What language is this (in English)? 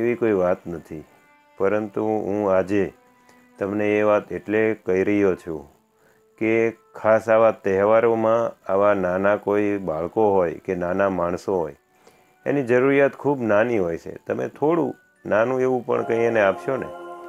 Gujarati